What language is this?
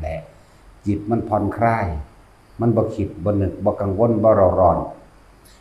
Northeastern Thai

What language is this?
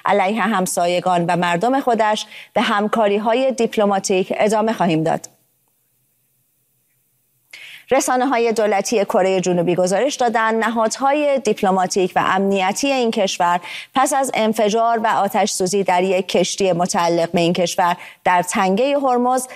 Persian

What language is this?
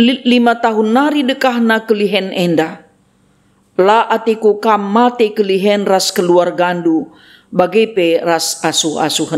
Batak Karo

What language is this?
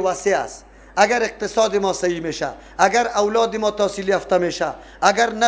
Persian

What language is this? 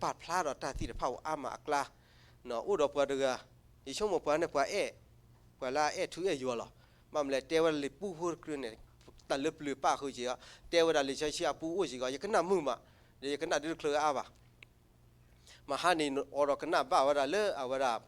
S'gaw Karen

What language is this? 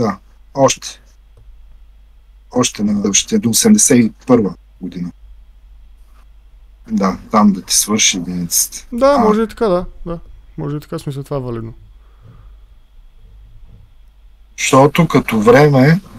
Bulgarian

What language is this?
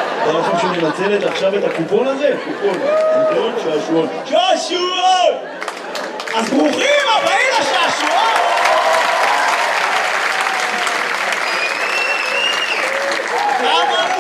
Hebrew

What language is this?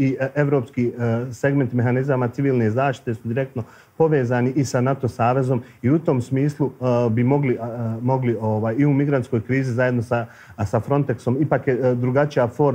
Bosnian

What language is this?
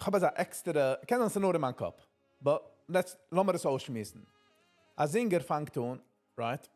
Yiddish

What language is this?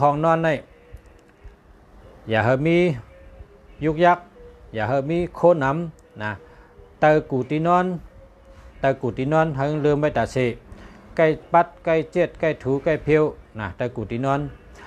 Shan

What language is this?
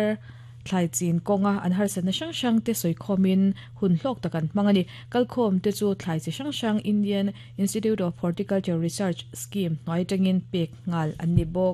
Mizo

